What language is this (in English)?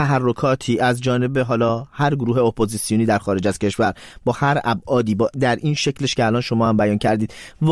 Persian